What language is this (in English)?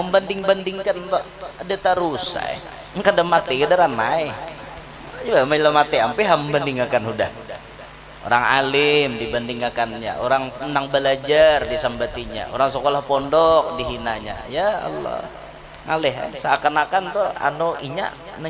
Banjar